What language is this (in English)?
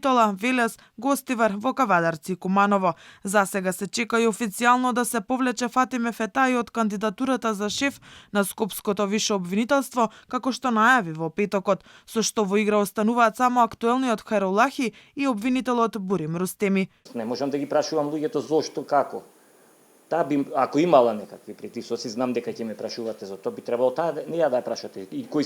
Macedonian